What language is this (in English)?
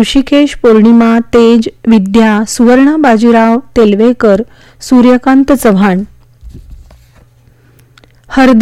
Marathi